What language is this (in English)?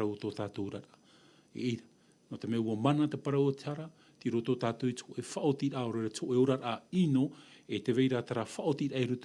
Tahitian